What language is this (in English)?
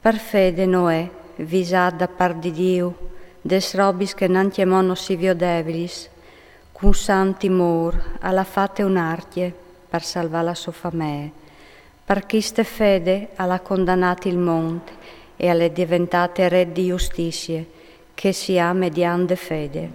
Friulian